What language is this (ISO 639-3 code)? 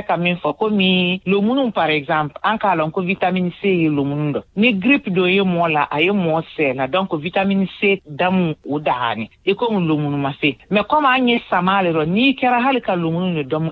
bam